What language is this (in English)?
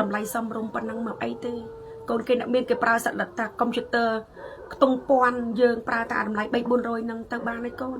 Khmer